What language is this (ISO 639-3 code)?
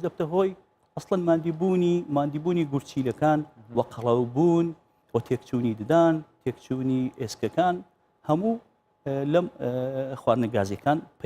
ckb